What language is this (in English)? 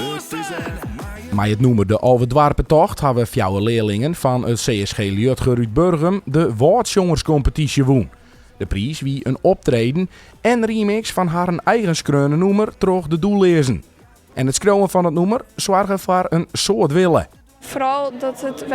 Western Frisian